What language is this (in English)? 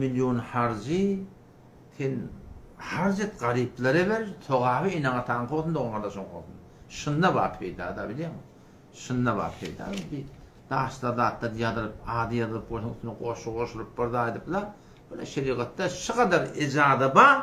Turkmen